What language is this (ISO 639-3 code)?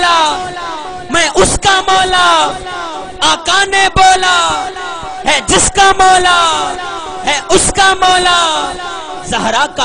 skr